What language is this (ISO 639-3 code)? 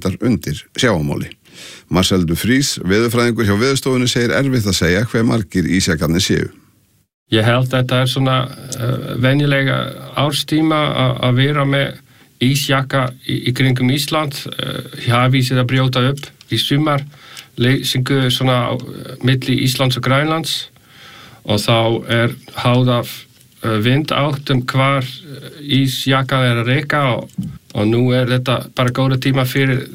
isl